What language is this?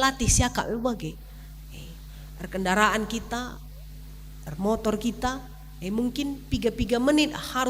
Batak Karo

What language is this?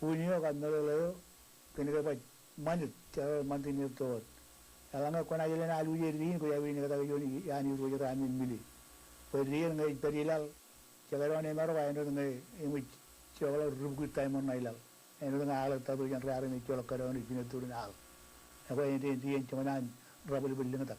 Marshallese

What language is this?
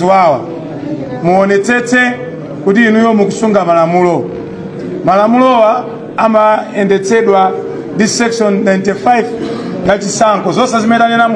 Nyanja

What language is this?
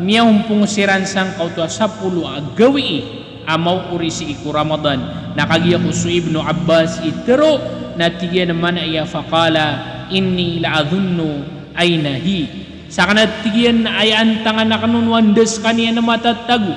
Maranao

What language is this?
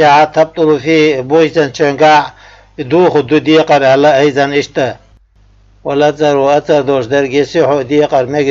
Chechen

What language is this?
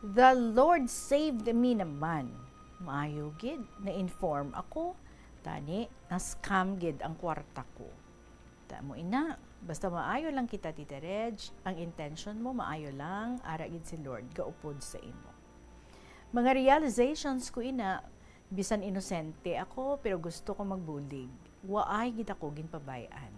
Hiligaynon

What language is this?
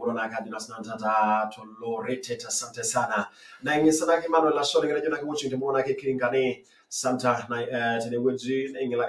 Masai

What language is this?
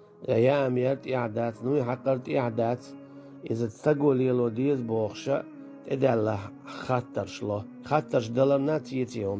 Chechen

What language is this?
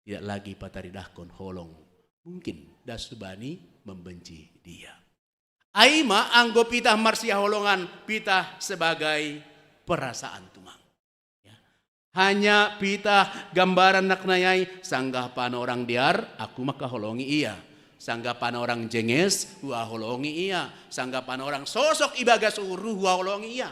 Batak Simalungun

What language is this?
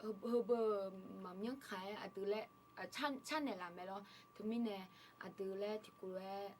Akha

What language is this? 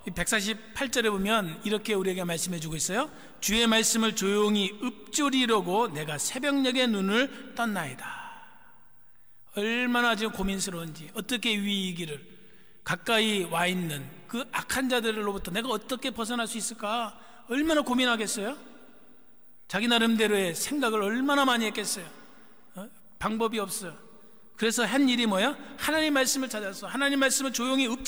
Korean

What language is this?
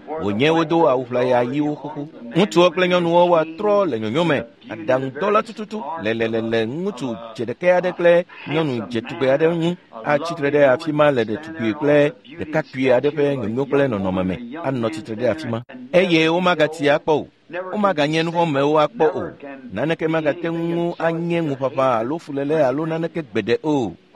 Ewe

